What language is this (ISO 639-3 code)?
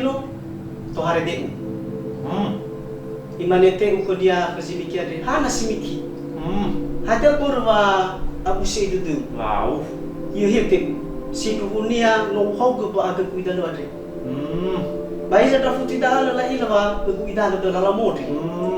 nia